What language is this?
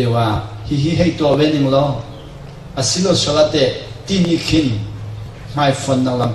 Hakha Chin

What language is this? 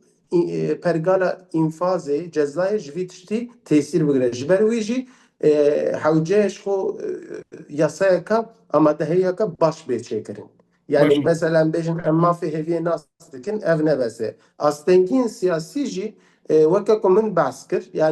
Kurdish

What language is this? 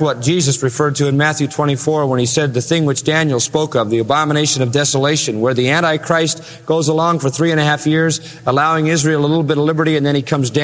English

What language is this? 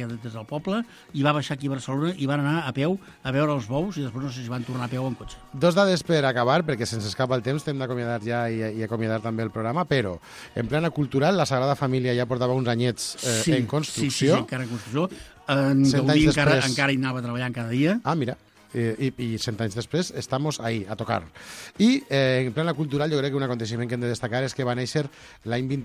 Catalan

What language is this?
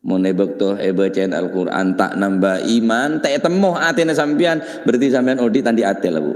Madurese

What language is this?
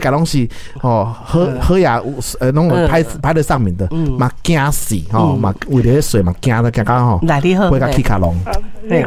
Min Nan Chinese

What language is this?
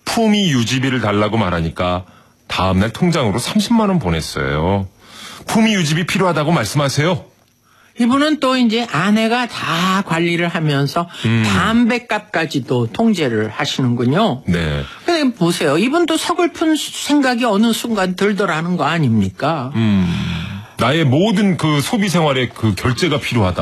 Korean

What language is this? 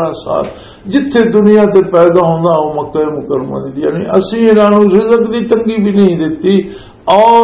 Western Panjabi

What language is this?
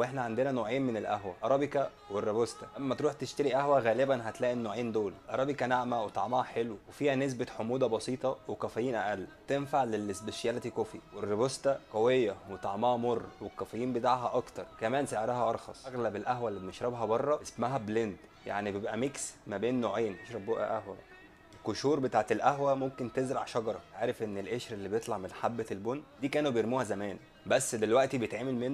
Egyptian Arabic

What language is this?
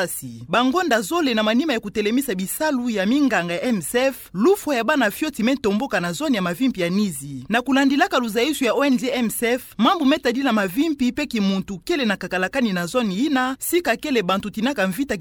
Kituba (Democratic Republic of Congo)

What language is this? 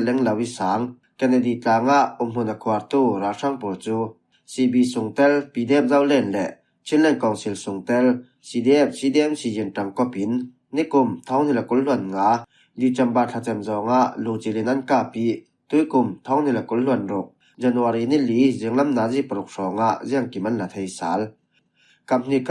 Falam Chin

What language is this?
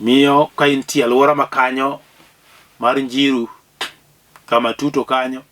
Luo (Kenya and Tanzania)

